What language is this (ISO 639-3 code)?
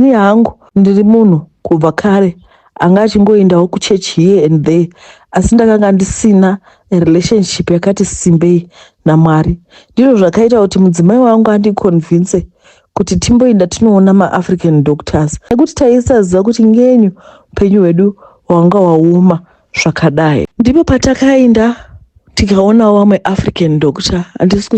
sna